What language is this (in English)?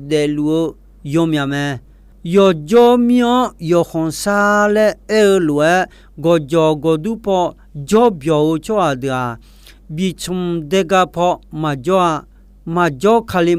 Akha